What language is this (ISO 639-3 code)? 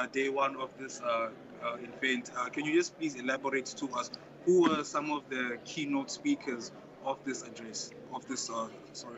eng